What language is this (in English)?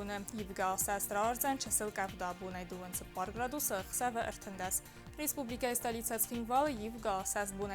Ossetic